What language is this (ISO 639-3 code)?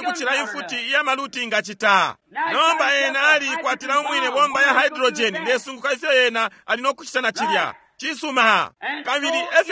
bem